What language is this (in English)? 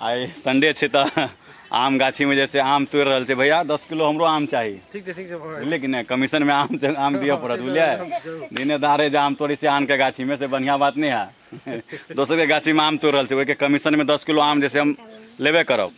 Maithili